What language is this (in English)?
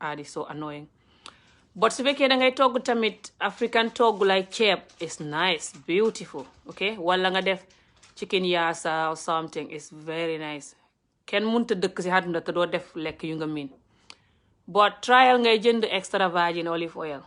Wolof